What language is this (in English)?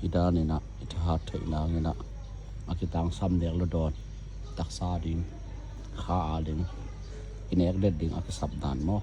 Tedim Chin